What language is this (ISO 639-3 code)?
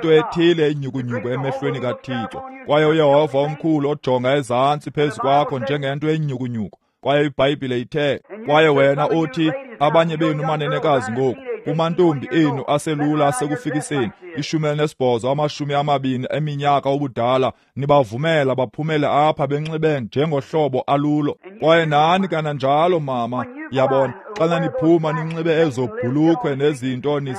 xho